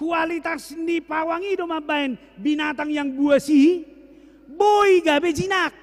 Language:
Batak Toba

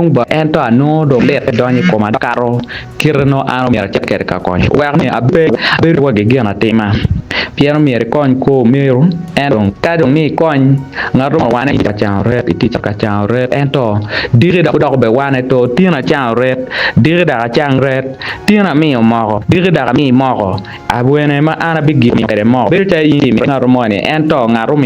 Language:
Acoli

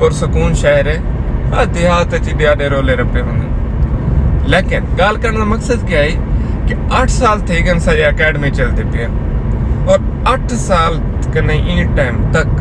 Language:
Saraiki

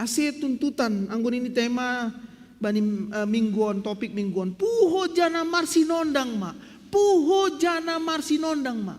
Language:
Batak Simalungun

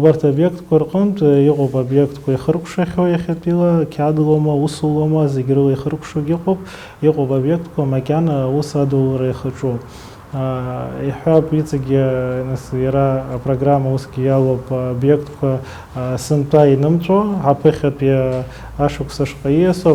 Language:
Abkhazian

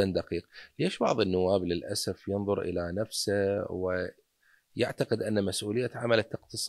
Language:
Mesopotamian Arabic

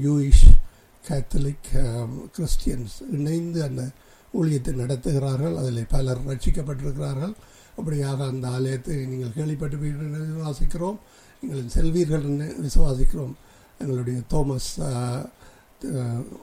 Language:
Tamil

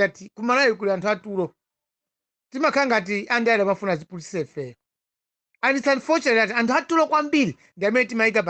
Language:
Nyanja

